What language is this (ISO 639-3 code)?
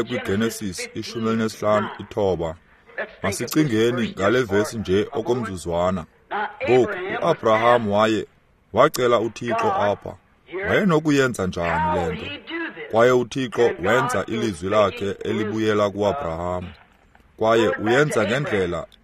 xho